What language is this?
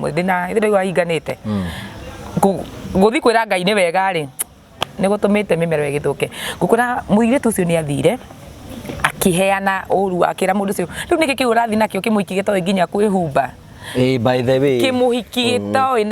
Kikuyu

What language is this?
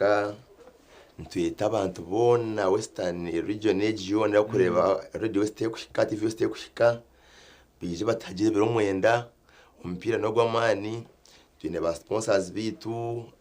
Nyankole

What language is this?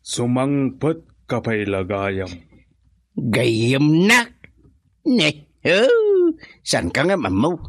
Iloko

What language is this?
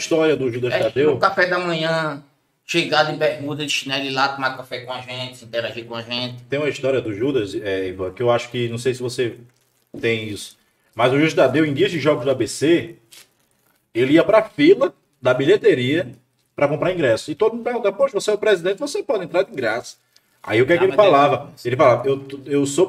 Portuguese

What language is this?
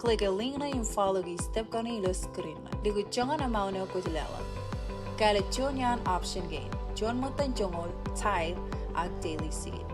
Marshallese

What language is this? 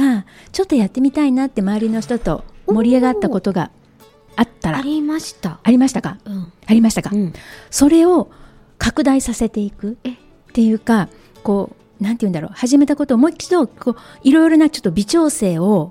Japanese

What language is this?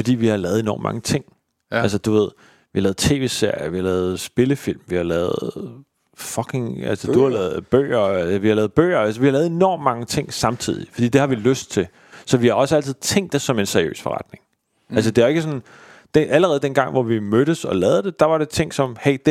Danish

